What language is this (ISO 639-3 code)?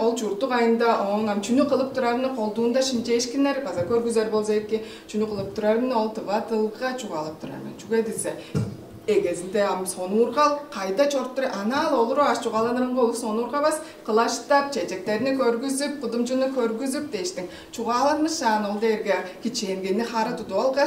tyv